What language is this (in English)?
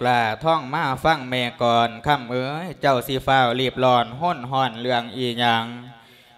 Lao